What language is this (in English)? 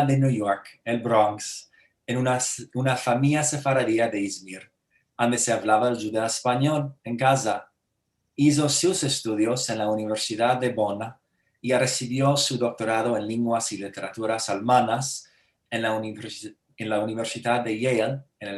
Ladino